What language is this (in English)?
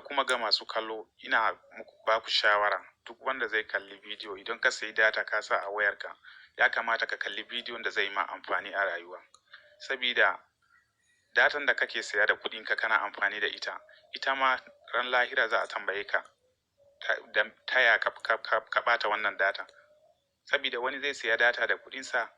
Hausa